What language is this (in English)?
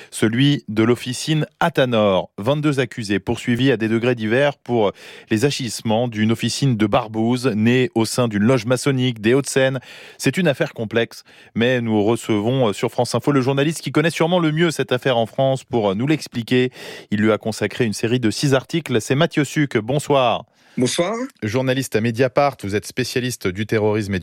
French